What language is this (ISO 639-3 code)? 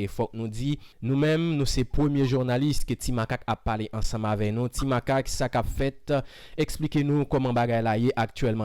hat